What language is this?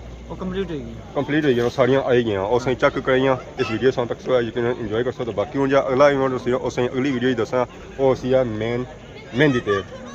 Pahari-Potwari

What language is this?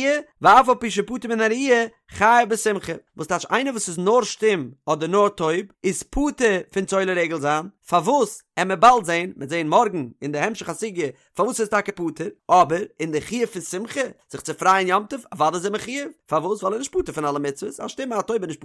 Yiddish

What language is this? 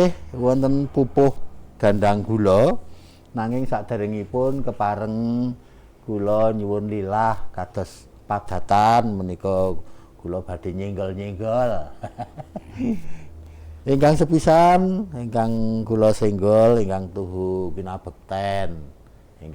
Javanese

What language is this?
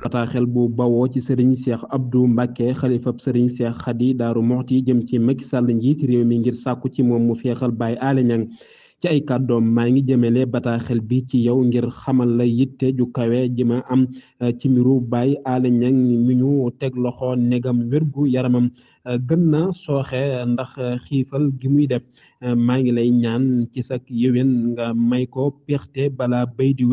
Wolof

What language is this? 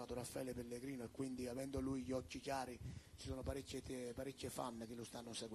Italian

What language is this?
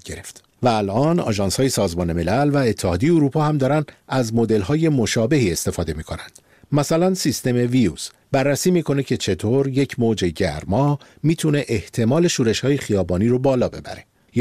Persian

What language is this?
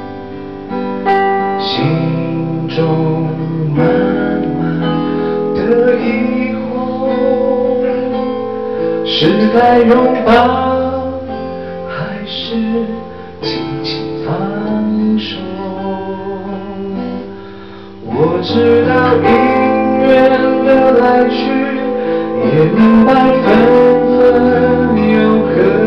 Chinese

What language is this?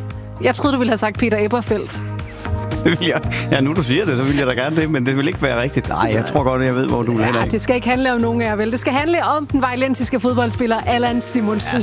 Danish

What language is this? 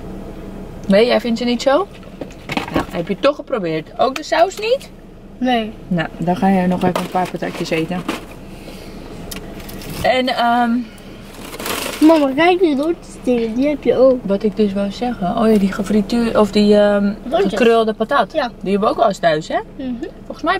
Dutch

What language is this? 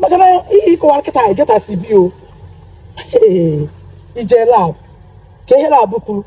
Igbo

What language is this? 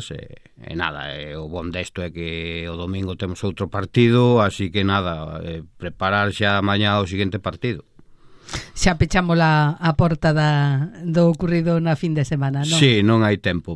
Galician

